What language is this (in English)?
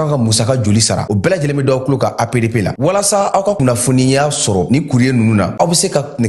Bambara